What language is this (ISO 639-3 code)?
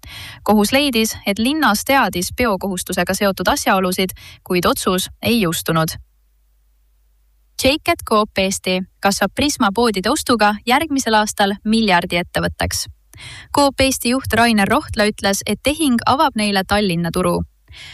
est